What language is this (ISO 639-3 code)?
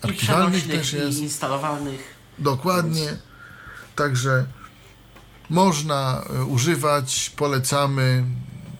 pol